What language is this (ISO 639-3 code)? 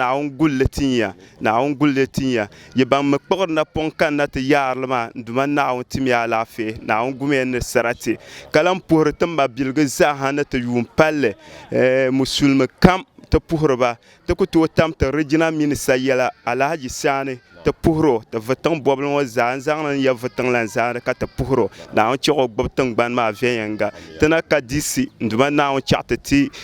dag